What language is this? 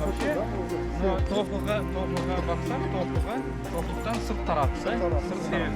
Crimean Tatar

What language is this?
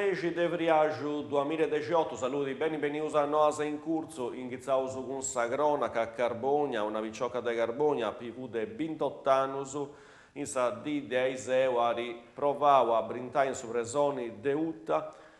Sardinian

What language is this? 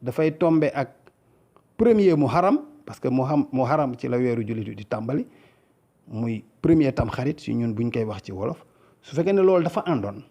Wolof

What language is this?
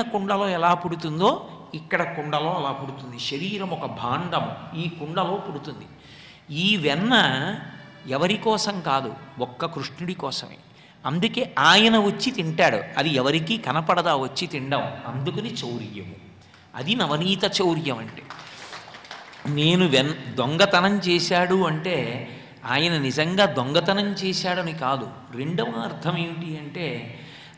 Telugu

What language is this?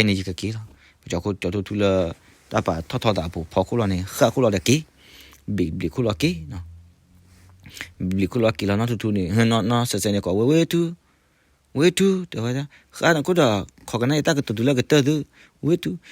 S'gaw Karen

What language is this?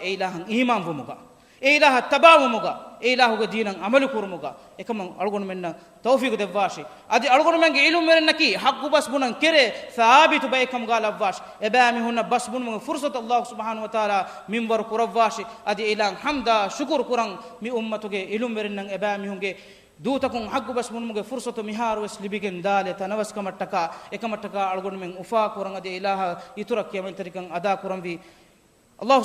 Divehi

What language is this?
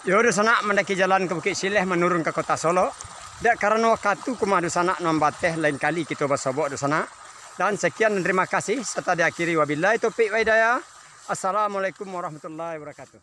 Minangkabau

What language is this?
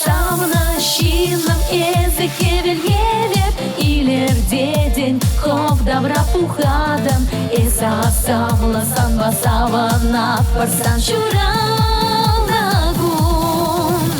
Chuvash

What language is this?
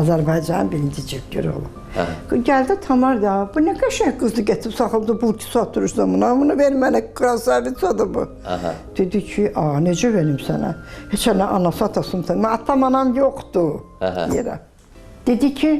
Azerbaijani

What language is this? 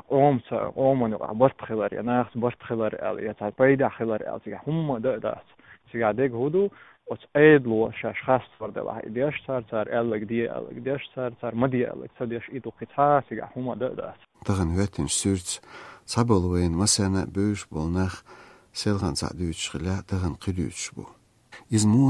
Chechen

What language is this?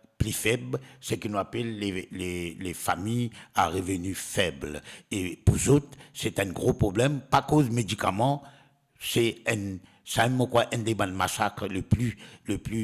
Morisyen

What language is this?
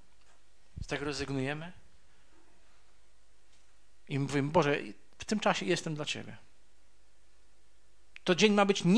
Polish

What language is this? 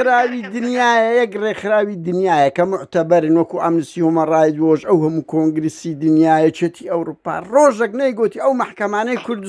Central Kurdish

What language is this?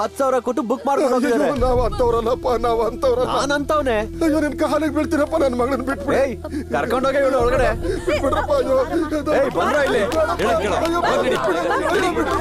Kannada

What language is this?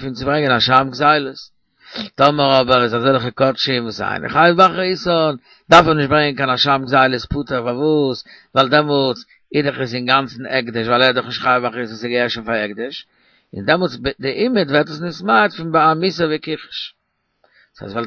Yiddish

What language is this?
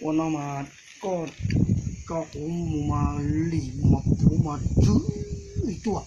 Hmong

